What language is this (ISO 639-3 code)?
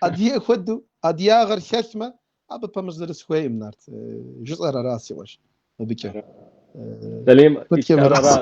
kbd